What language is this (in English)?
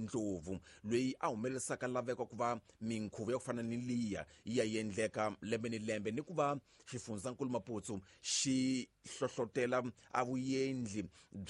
Tsonga